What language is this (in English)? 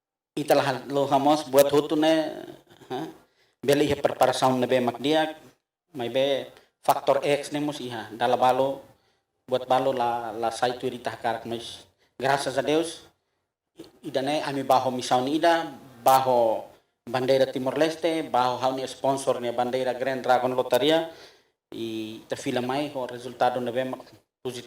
Tetum